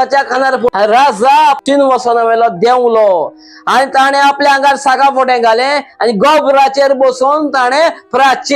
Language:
Konkani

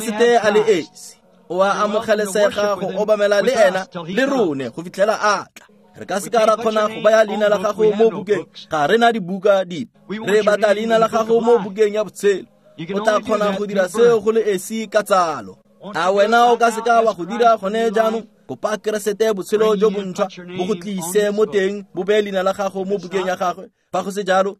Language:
Tswana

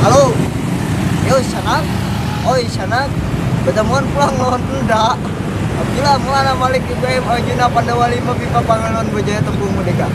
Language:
Banjar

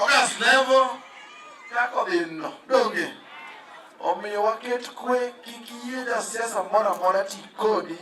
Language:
Luo (Kenya and Tanzania)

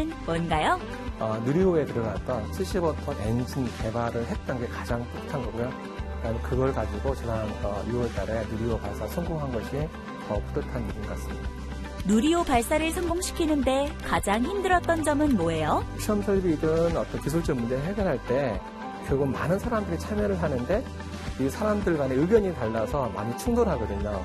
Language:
Korean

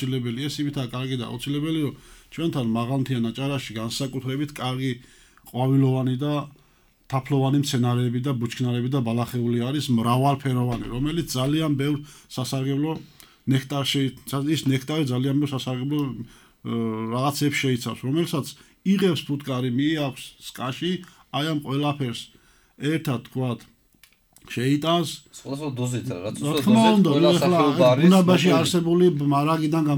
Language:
Georgian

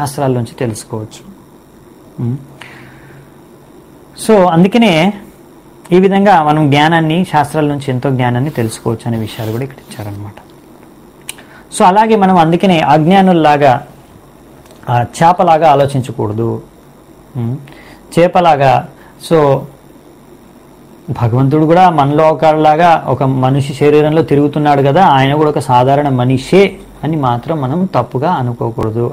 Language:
Telugu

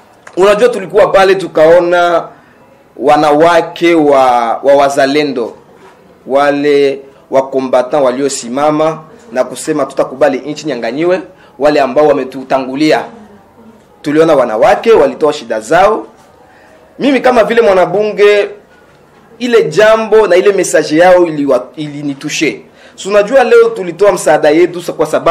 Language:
Swahili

